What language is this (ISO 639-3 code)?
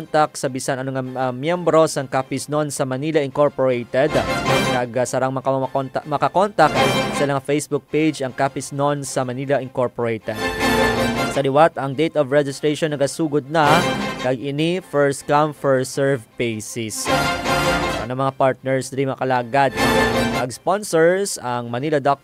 hil